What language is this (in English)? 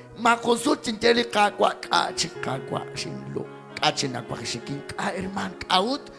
Kekchí